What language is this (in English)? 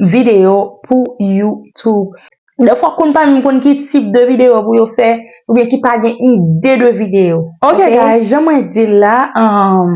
Haitian Creole